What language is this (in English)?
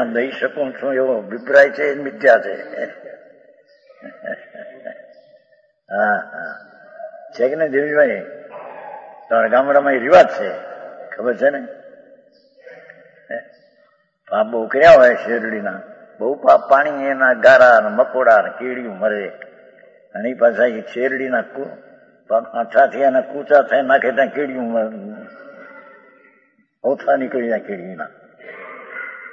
Gujarati